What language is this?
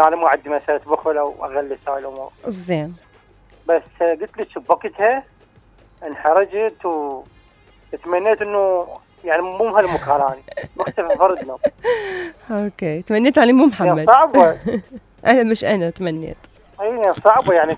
Mesopotamian Arabic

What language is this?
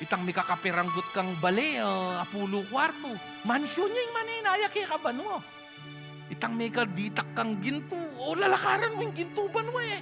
Pampanga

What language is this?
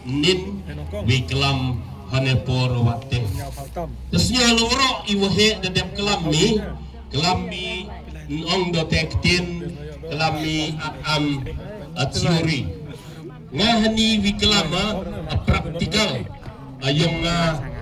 Khasi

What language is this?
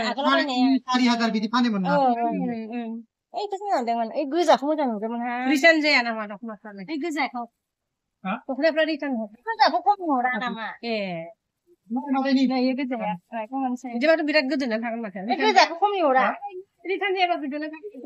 Bodo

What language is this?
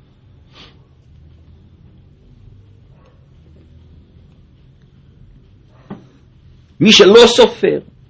Hebrew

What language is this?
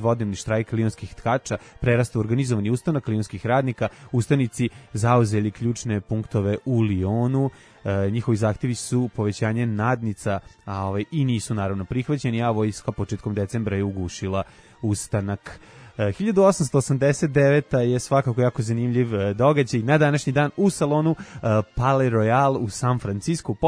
Serbian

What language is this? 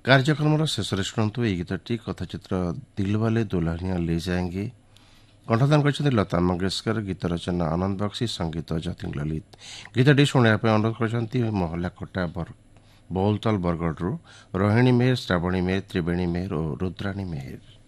Odia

